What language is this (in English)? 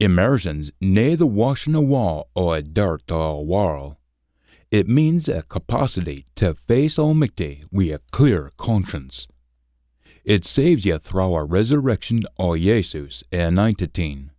Scots